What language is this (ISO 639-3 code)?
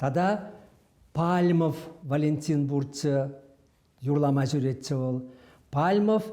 chv